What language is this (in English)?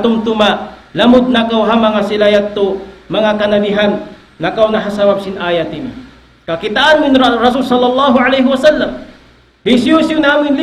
Tausug